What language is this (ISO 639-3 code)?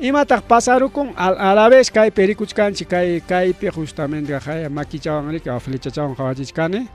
quy